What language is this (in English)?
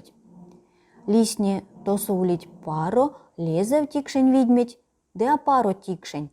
Erzya